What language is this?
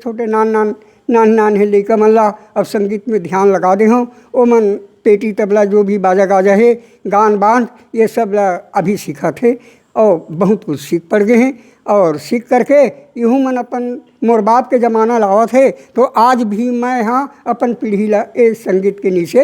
Chhattisgarhi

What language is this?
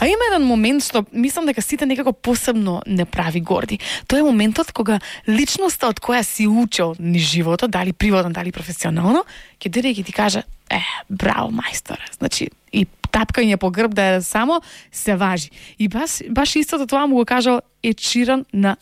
Macedonian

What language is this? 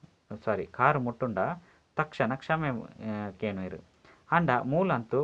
Tulu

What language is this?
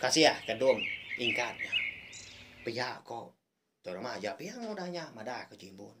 Iban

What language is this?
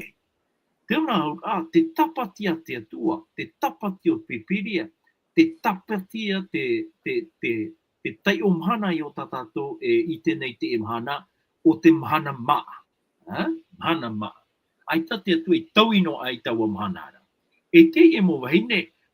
Tahitian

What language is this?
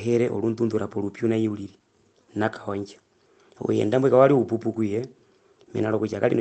Herero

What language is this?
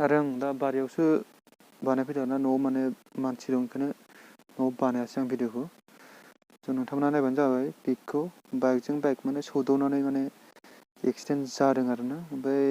Bodo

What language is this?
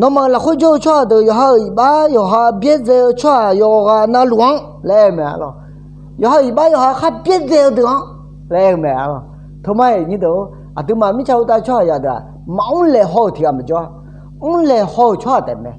Akha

